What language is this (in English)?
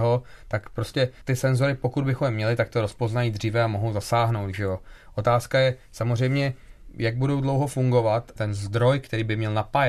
Czech